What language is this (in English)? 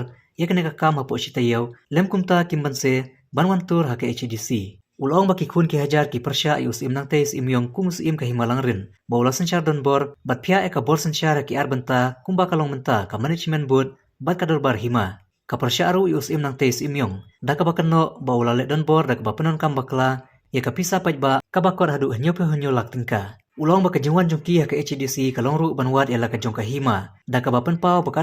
Khasi